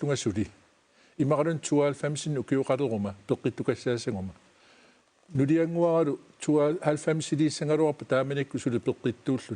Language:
Kalaallisut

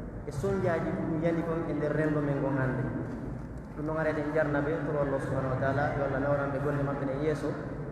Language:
Pular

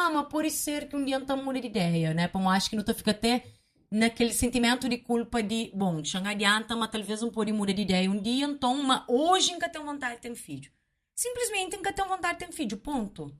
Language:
Kabuverdianu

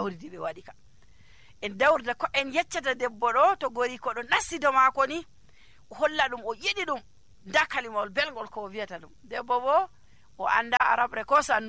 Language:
Nigerian Fulfulde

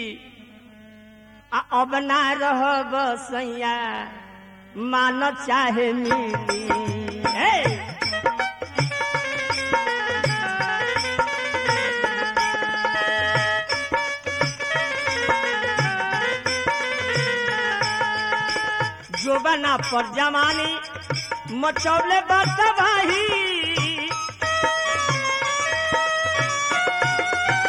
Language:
Bhojpuri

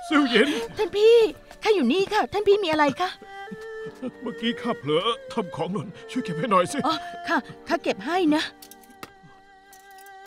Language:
Thai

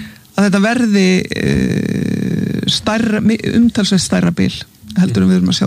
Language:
Icelandic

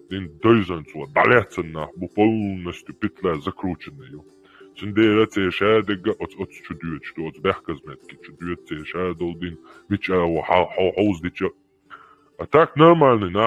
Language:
Chechen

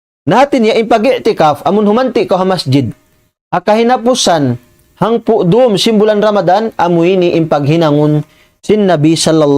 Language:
Tausug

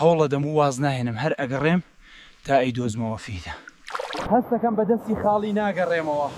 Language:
Central Kurdish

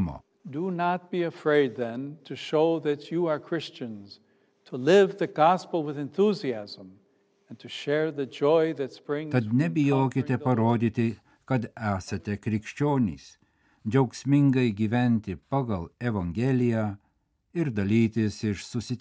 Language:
Lithuanian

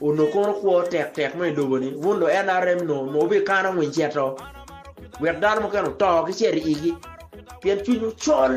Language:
Acoli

